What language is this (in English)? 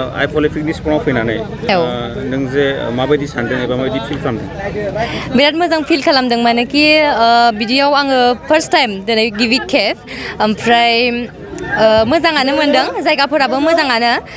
Bodo